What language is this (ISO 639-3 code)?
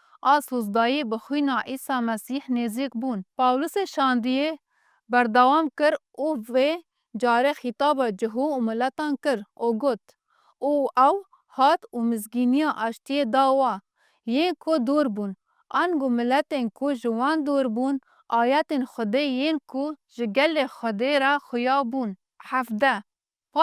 kur